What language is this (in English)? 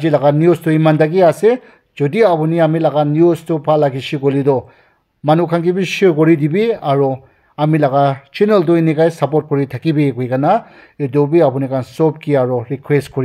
Naga Pidgin